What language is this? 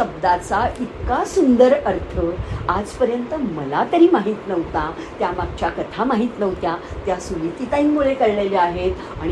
Marathi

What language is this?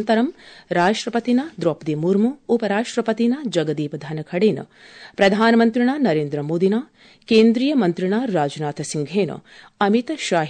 Sanskrit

